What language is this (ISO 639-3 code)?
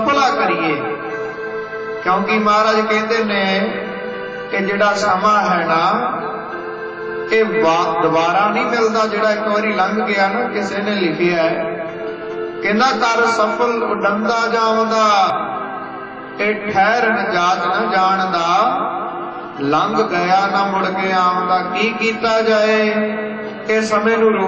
pan